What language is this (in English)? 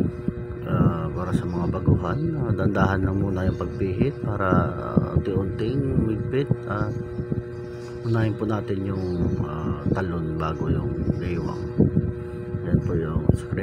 Filipino